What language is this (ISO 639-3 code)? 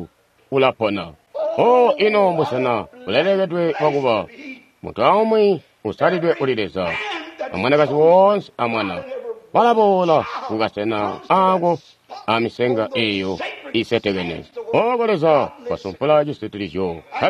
toi